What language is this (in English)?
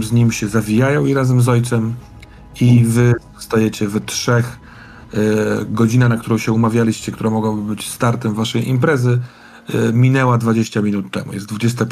Polish